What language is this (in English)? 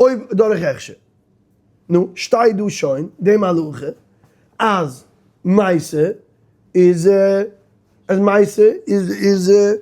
Yiddish